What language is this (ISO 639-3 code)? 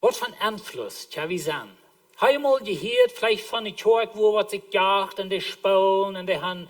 pdt